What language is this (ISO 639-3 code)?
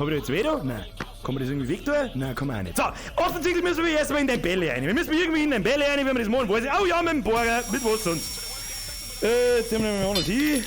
bar